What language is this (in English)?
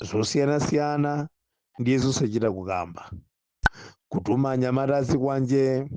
Nyanja